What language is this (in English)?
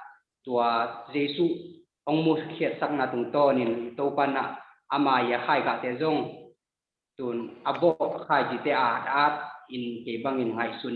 Tedim Chin